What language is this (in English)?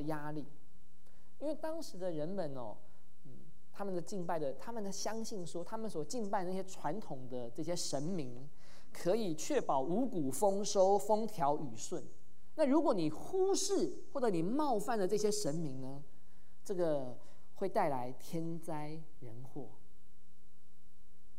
Chinese